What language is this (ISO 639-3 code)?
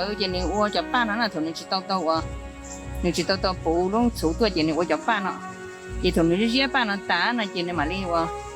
hmn